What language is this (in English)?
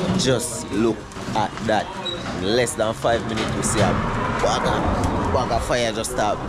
Jamaican Creole English